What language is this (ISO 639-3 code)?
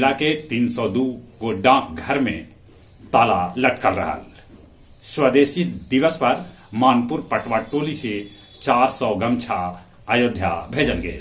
mag